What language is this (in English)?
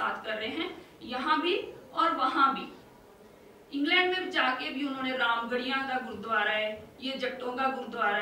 Hindi